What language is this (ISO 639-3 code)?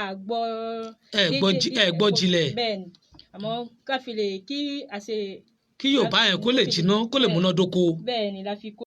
yor